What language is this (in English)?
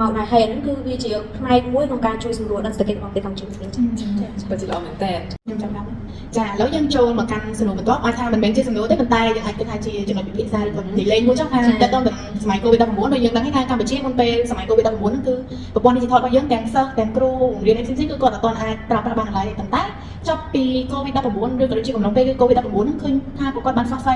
Khmer